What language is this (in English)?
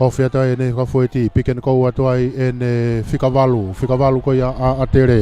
Tongan